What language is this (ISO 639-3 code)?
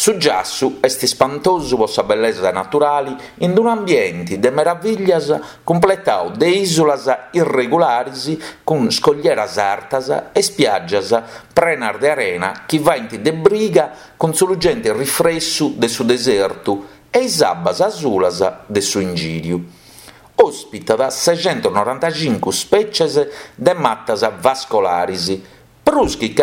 srd